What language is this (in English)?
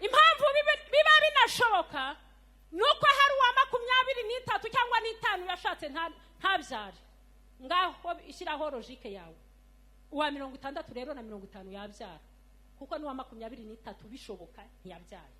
Kinyarwanda